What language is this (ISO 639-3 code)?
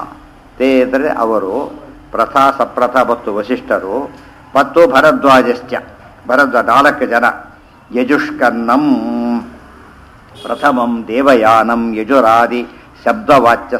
kan